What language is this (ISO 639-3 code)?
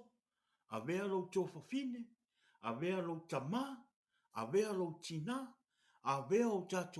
smo